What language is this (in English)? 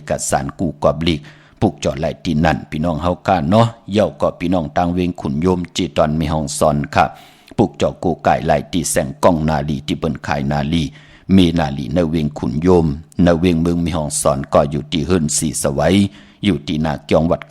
Shan